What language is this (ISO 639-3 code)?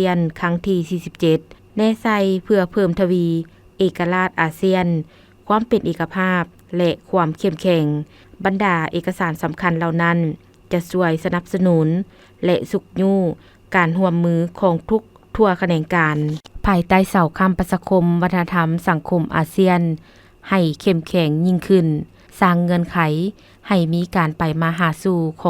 lao